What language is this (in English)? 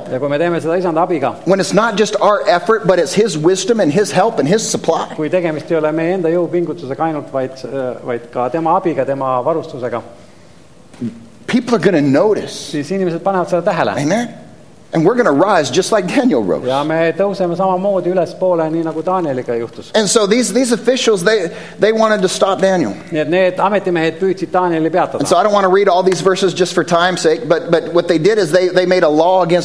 Estonian